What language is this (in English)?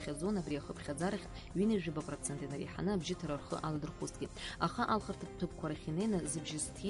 Abkhazian